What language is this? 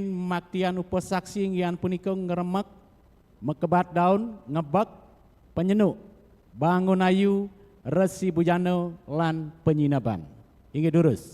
Balinese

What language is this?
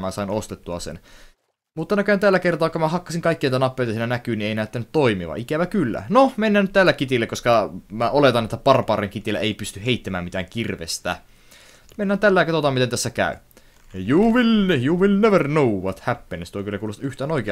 Finnish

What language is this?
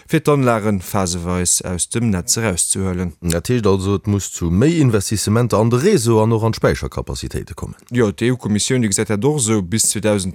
Luxembourgish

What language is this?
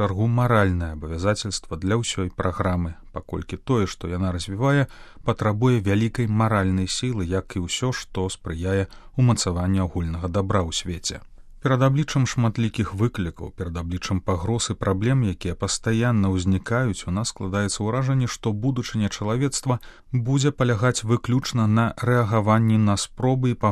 Belarusian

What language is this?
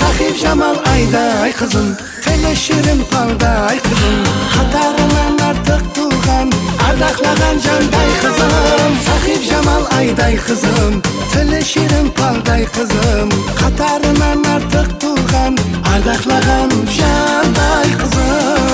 Kara-Kalpak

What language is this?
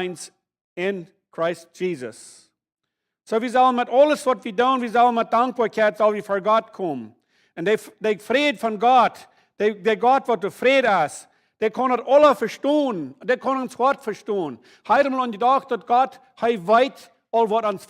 Plautdietsch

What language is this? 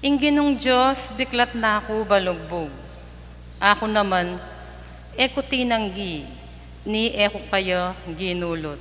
Pampanga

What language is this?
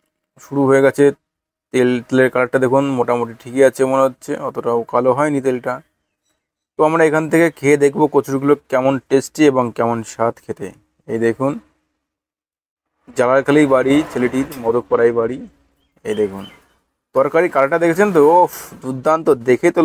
Bangla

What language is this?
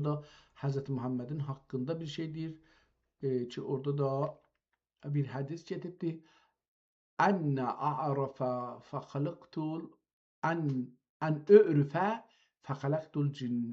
South Azerbaijani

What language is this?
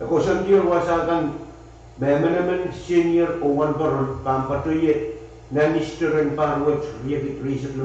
Pohnpeian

